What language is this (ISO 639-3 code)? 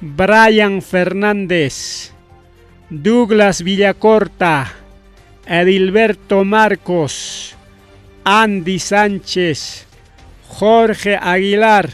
quy